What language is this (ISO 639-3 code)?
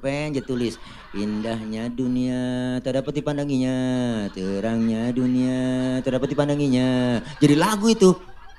bew